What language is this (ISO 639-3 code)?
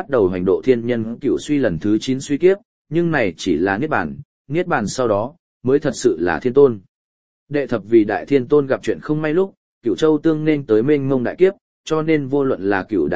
vie